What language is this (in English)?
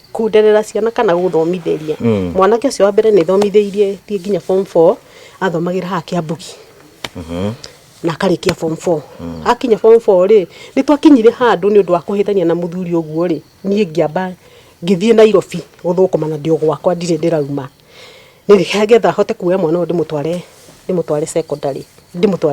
Kikuyu